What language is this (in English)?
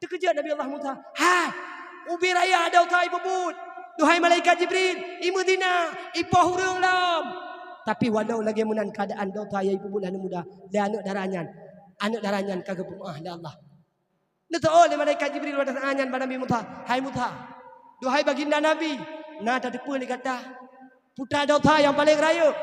Achinese